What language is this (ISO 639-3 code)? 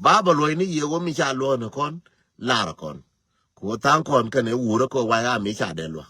nus